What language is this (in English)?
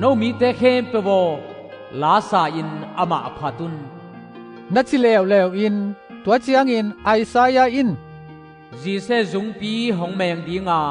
Tedim Chin